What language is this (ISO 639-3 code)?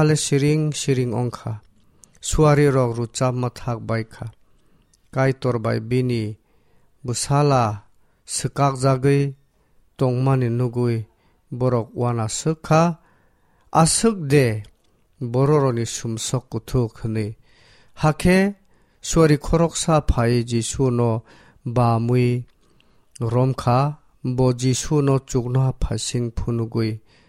trp